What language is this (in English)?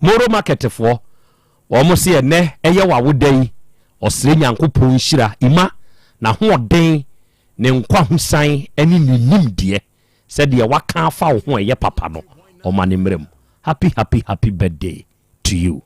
Akan